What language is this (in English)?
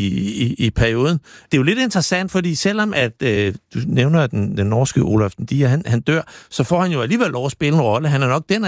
Danish